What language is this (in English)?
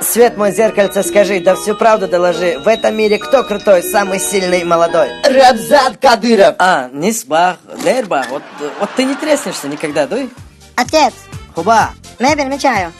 Chechen